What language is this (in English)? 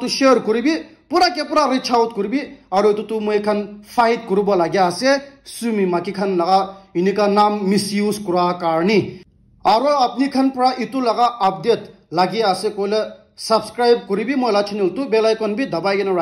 Naga Pidgin